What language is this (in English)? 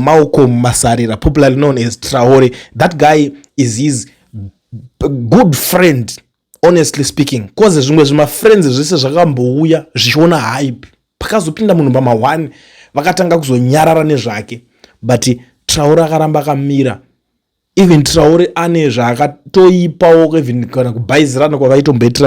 Shona